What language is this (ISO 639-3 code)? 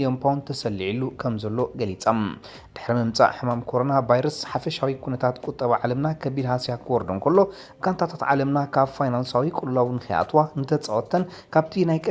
tir